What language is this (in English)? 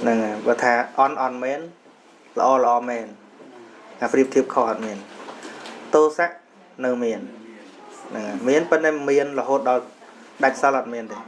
Khmer